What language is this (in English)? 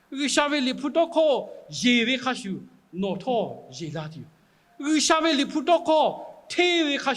Lahu